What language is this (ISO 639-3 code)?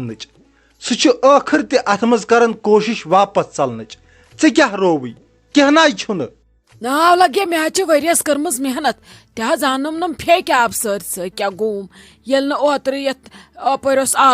kas